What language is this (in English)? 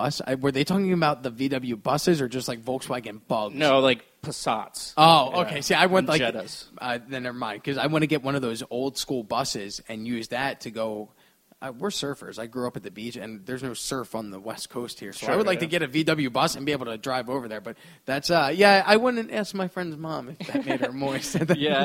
English